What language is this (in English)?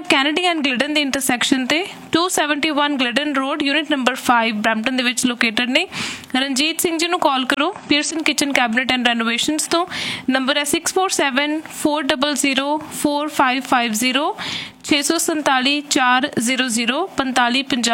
Punjabi